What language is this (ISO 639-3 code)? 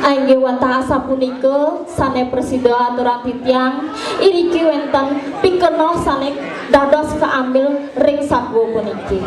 ban